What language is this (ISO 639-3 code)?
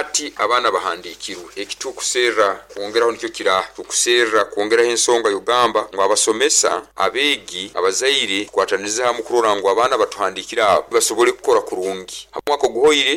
nyo